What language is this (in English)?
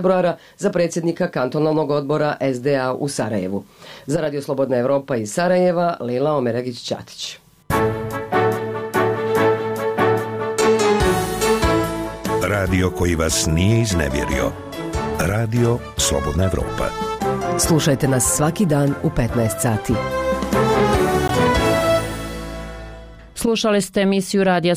Bosnian